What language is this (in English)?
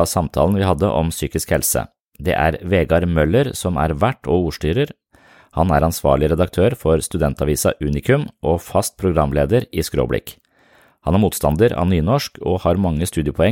Norwegian